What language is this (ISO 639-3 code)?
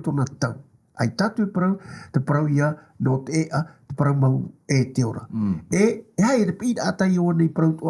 tah